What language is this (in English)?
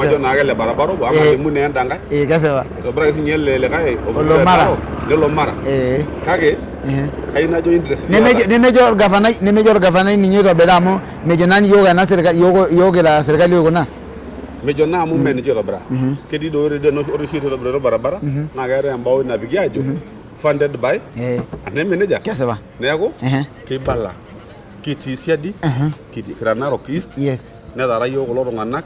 Masai